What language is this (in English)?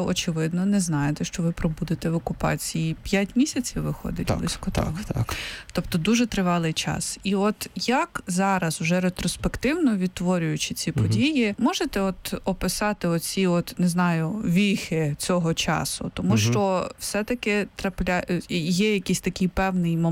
Ukrainian